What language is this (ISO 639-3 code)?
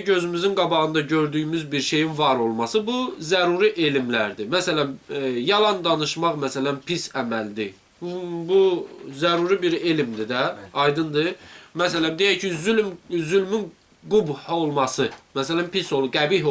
aze